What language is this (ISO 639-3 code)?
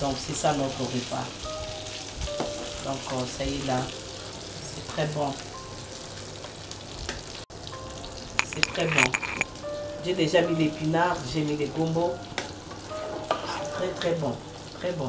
fra